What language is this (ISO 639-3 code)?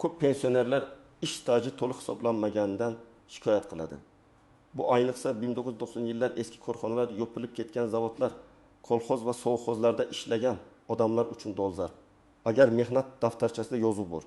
uzb